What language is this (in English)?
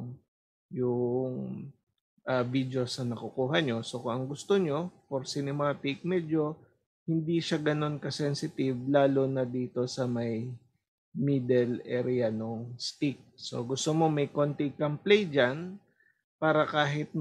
Filipino